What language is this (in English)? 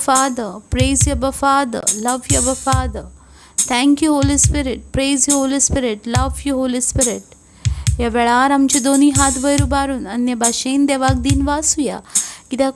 Konkani